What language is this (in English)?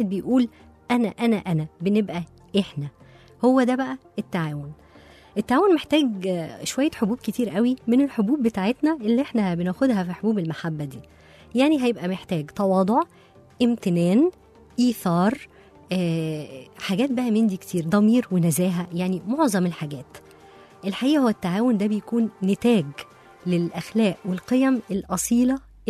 Egyptian Arabic